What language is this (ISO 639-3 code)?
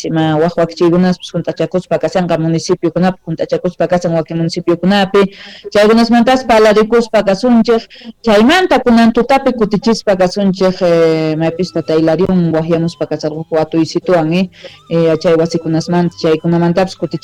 quh